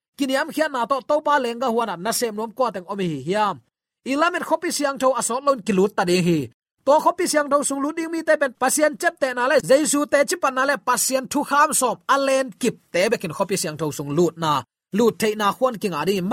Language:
Tedim Chin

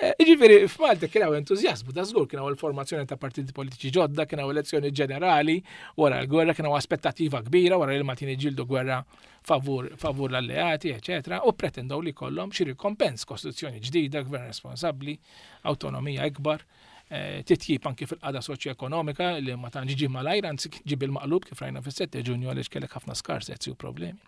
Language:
Maltese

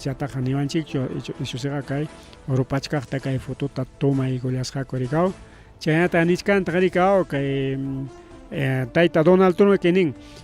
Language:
Ayacucho Quechua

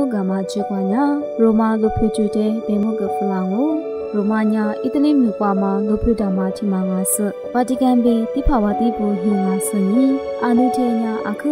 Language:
Lisu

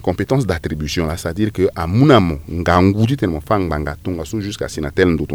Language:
Sango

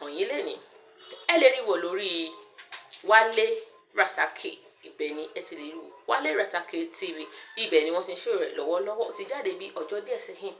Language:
Yoruba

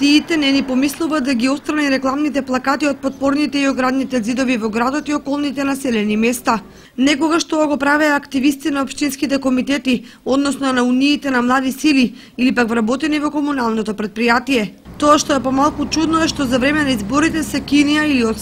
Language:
Macedonian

